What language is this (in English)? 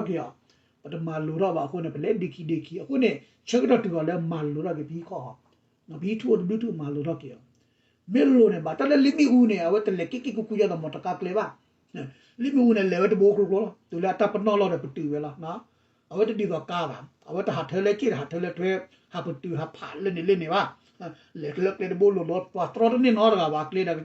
S'gaw Karen